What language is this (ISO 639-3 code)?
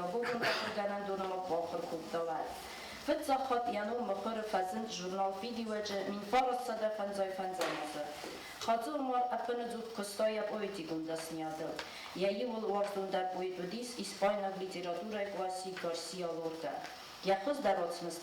oss